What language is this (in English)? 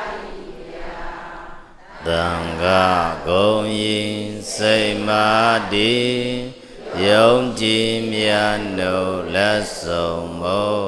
Burmese